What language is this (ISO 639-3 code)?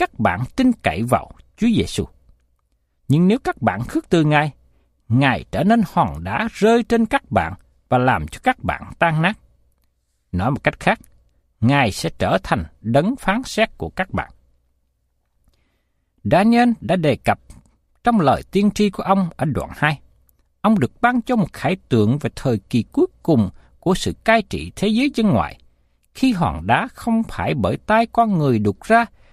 vie